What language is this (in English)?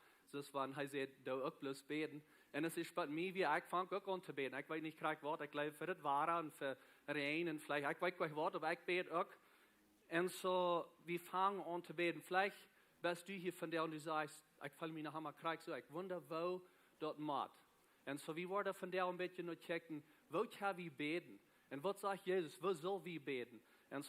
Plautdietsch